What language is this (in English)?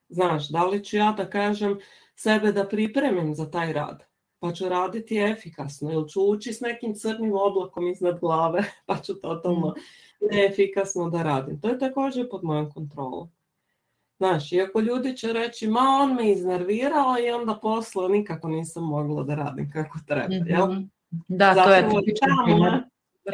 Serbian